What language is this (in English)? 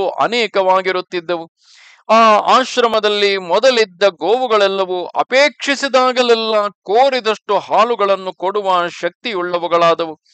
Kannada